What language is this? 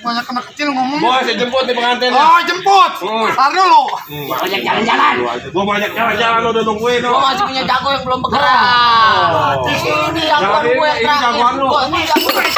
Betawi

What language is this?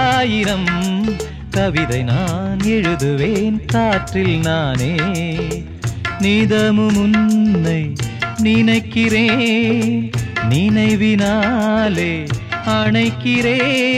Tamil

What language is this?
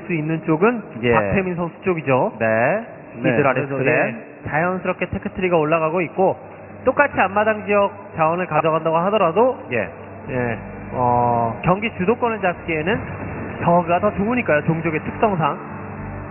Korean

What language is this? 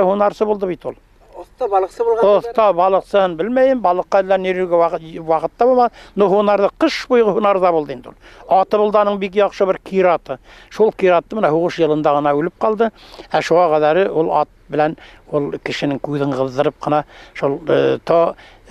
Bashkir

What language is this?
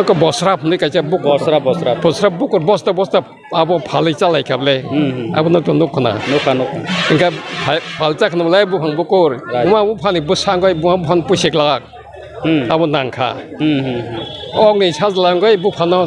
Kok Borok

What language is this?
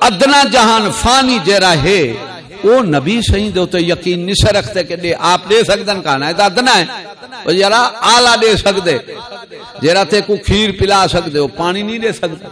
Saraiki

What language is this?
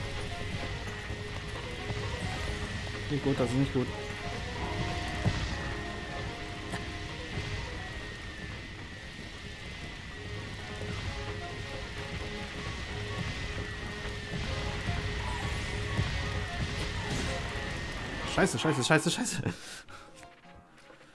German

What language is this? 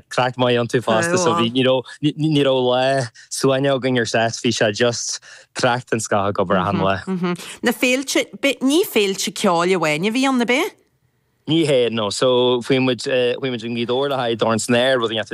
Irish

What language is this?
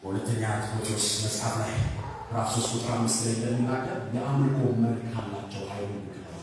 Amharic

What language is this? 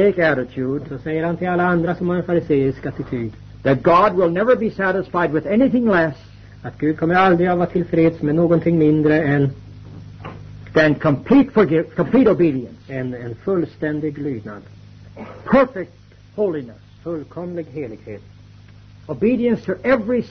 Swedish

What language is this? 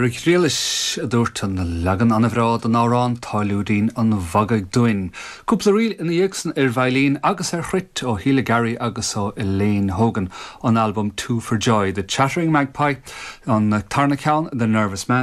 Irish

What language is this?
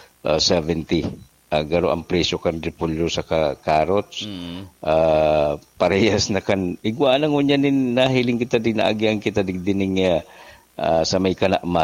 Bikol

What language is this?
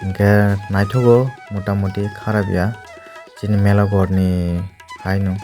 Kok Borok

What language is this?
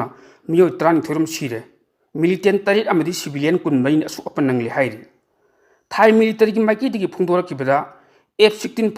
Manipuri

